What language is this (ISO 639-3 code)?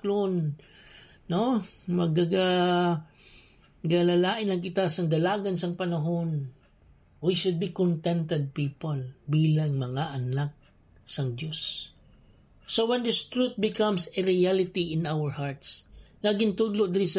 hil